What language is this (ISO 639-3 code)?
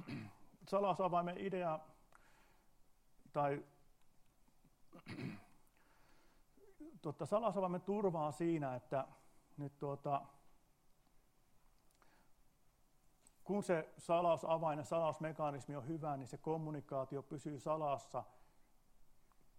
fin